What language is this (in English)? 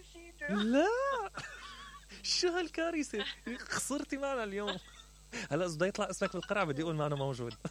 Mesopotamian Arabic